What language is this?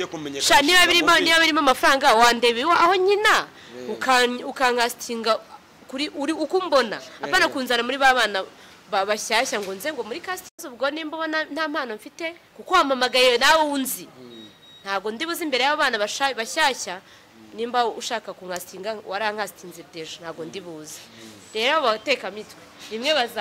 Kinyarwanda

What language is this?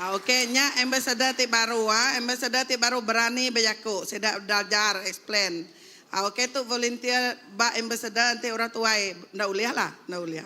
Iban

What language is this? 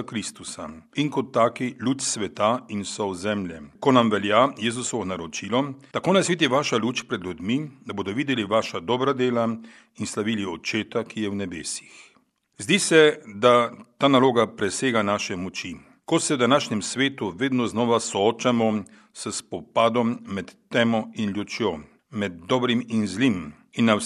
Slovenian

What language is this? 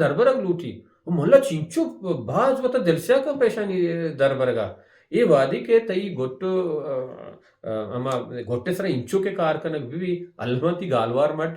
Baluchi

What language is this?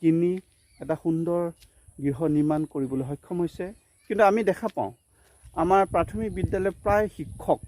Assamese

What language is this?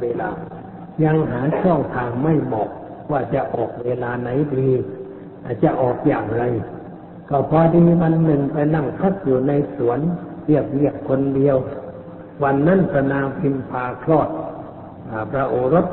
Thai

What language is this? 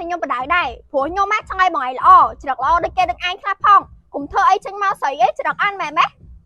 Khmer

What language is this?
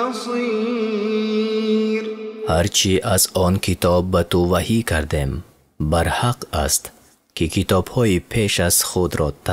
Tajik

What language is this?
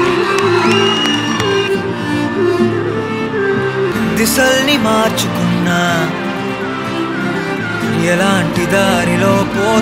Telugu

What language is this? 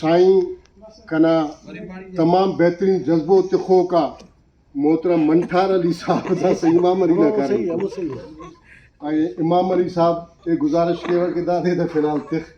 Brahui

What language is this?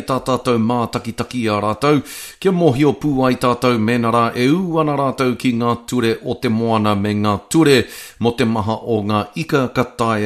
Māori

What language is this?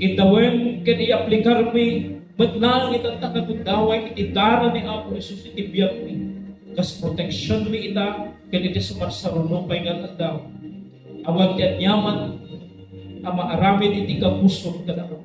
Iloko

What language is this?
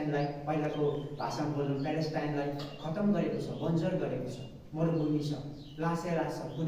Nepali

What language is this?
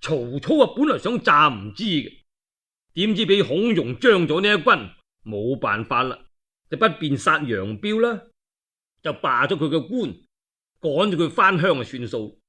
Cantonese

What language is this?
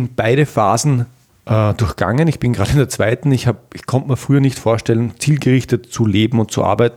German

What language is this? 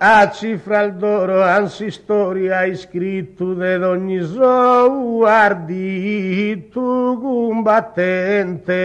Sardinian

